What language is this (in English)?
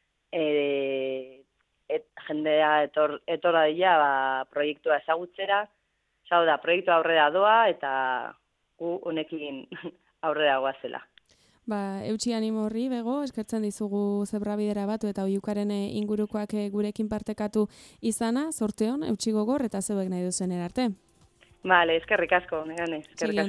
Basque